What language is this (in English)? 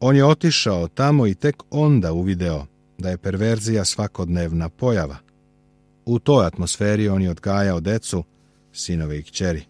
Serbian